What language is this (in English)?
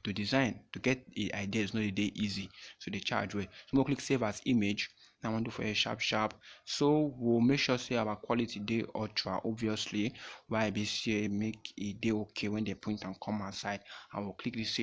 Nigerian Pidgin